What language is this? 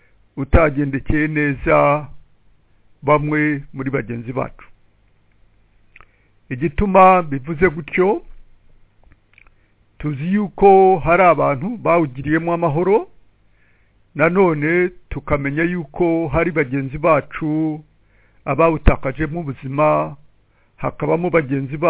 Kinyarwanda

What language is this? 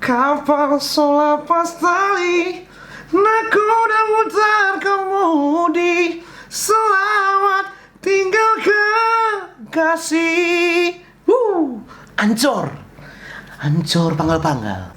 Manado Malay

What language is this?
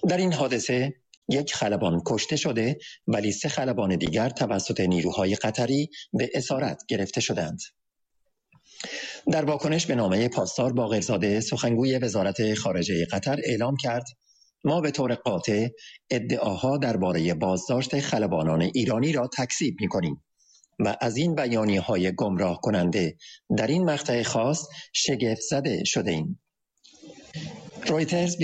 Persian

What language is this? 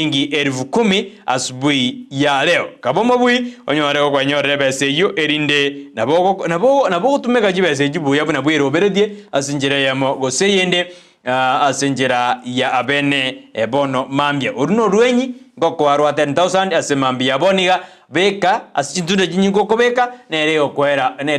Gusii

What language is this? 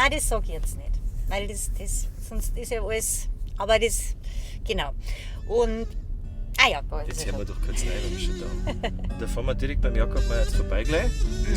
Bavarian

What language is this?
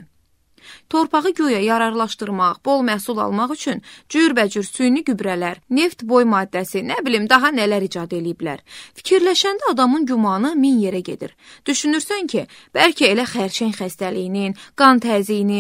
Azerbaijani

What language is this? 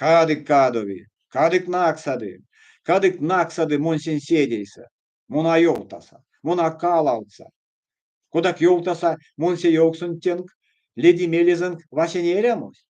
Erzya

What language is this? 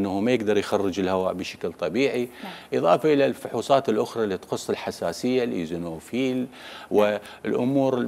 Mesopotamian Arabic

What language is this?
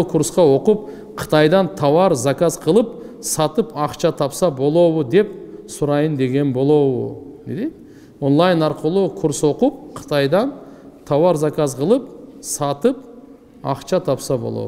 Kyrgyz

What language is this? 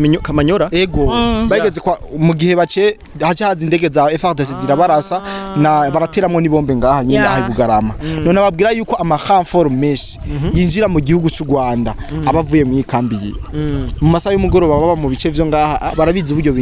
Rundi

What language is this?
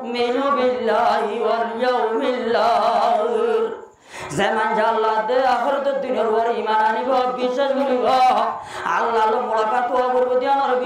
Rohingya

